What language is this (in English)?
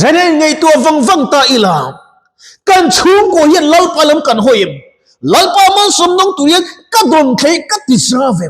Mizo